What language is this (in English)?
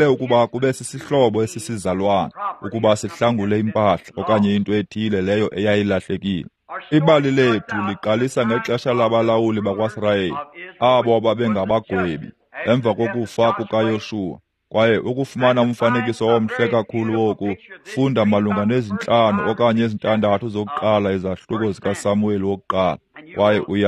Xhosa